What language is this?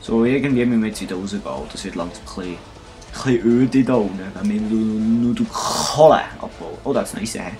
Swiss German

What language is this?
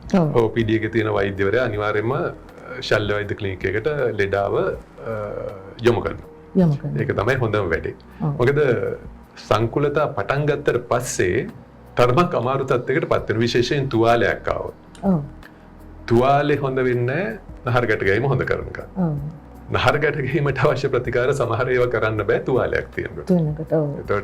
Sinhala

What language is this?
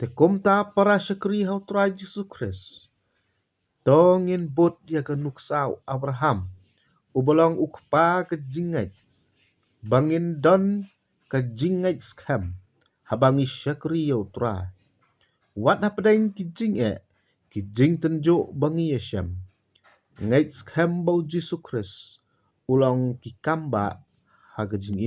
Khasi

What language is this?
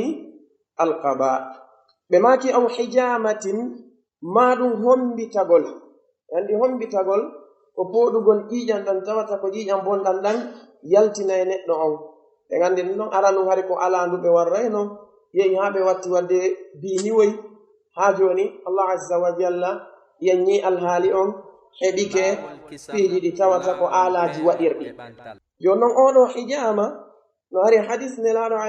Pular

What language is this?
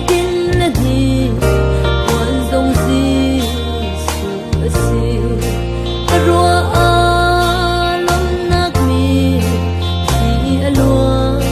Hakha Chin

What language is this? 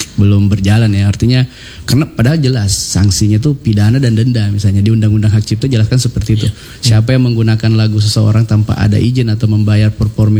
Indonesian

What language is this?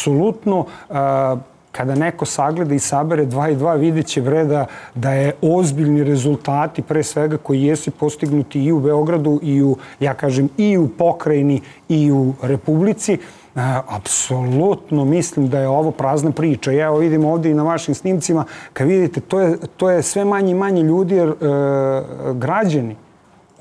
Serbian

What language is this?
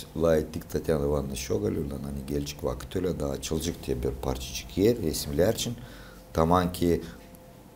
Gagauz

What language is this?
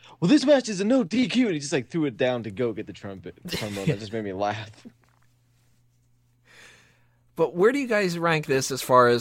English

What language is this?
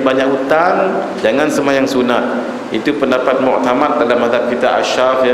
Malay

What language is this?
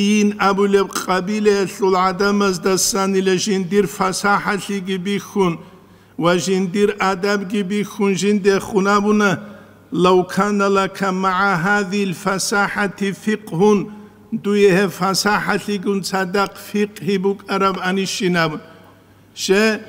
Avaric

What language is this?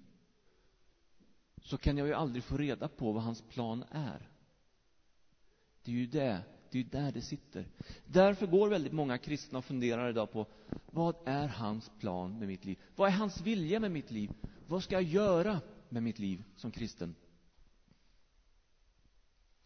Swedish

